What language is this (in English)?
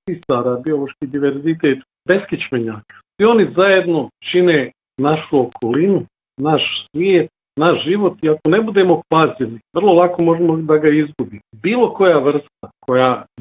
Bosnian